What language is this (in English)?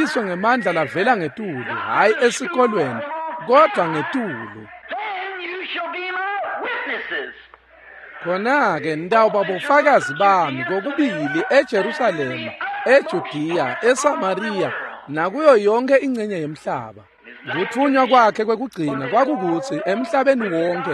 Swati